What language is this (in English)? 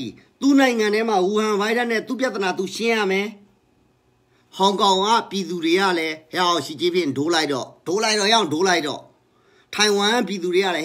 Burmese